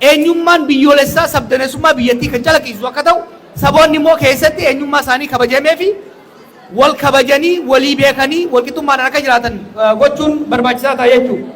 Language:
Oromo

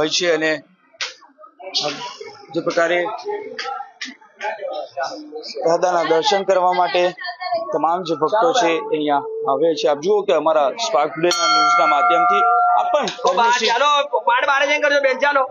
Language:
Gujarati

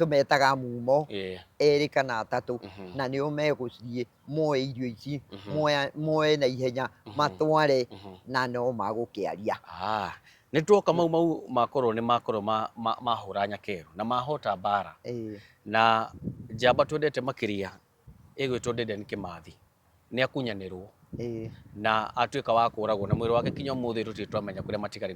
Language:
Kikuyu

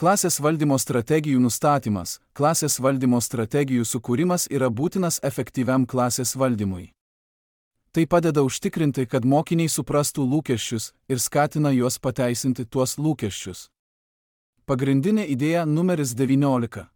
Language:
Lithuanian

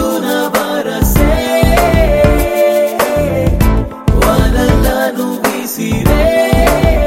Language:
Telugu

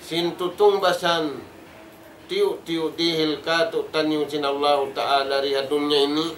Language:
Tausug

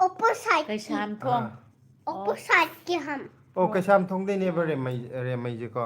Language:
Manipuri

